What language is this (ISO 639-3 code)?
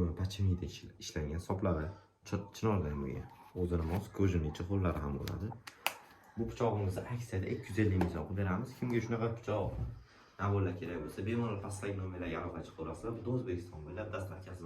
uzb